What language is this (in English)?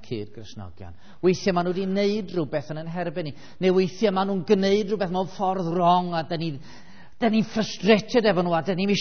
Welsh